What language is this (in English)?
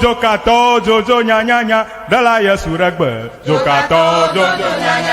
Ewe